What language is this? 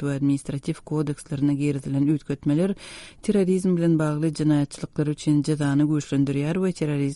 Turkmen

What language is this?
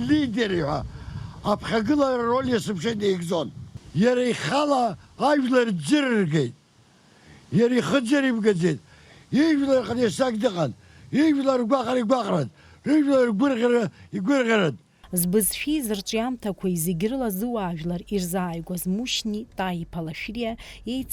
Abkhazian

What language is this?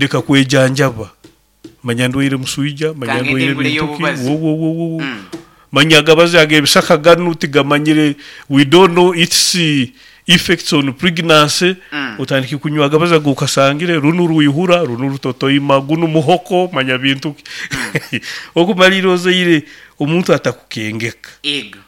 Nyoro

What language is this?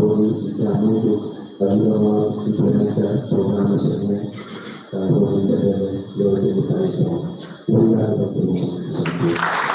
Tetum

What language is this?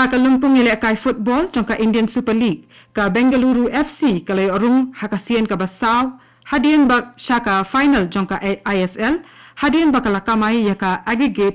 Khasi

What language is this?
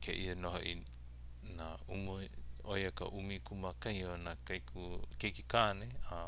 Hawaiian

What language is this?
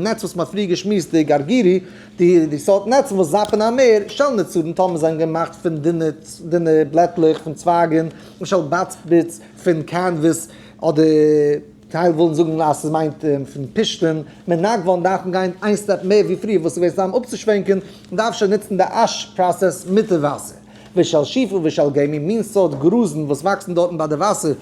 Yiddish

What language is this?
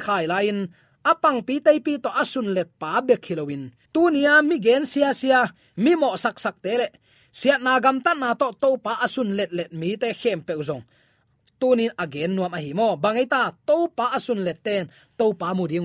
Tedim Chin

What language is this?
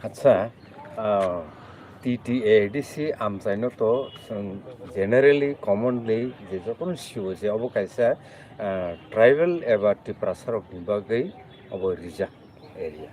Kok Borok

